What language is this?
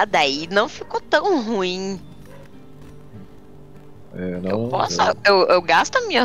Portuguese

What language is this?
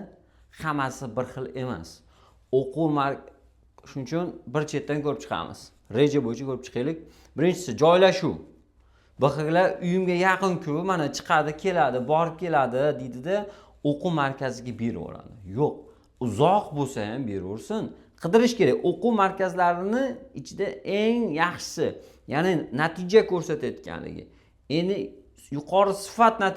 Uzbek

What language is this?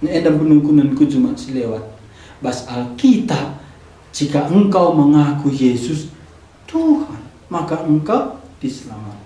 Batak Karo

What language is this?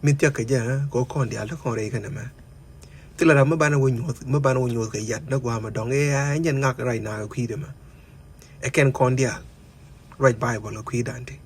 Nuer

